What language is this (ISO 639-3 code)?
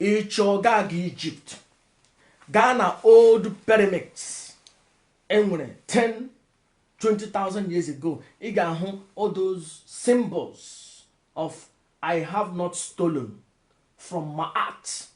ibo